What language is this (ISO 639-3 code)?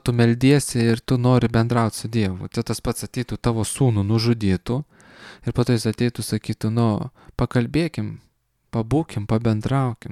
lit